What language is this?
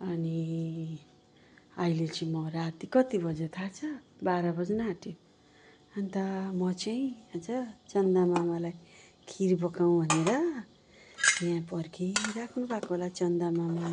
Nepali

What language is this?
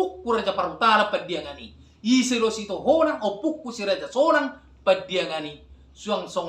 Batak Toba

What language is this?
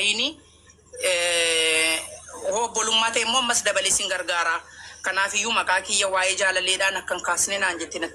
Oromo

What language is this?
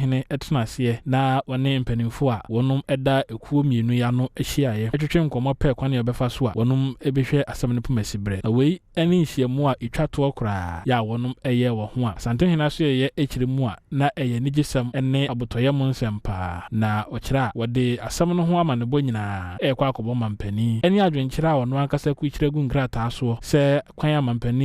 Akan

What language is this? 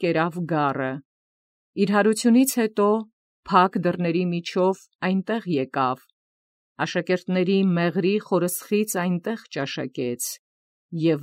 Armenian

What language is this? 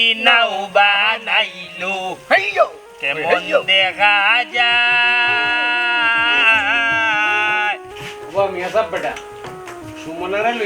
Sylheti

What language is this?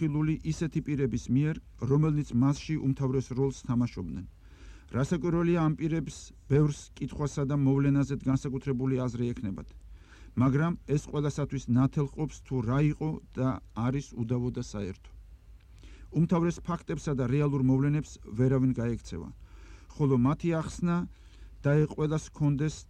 Georgian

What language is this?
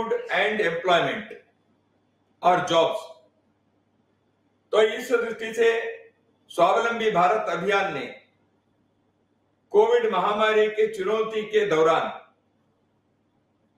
Hindi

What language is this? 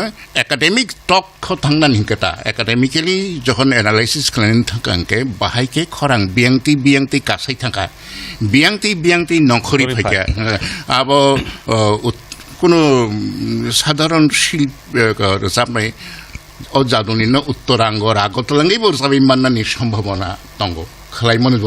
Kok Borok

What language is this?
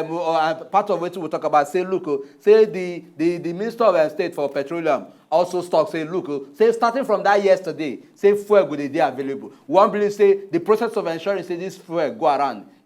Nigerian Pidgin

